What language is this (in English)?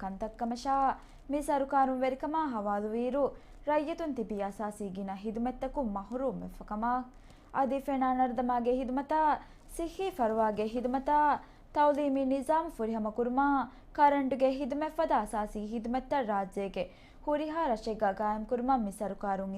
Divehi